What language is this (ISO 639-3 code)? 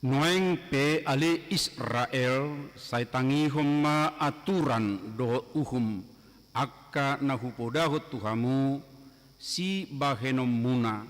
bbc